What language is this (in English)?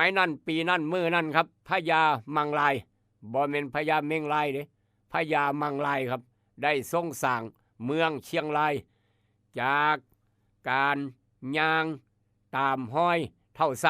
Lao